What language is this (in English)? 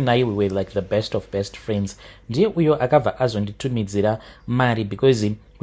Shona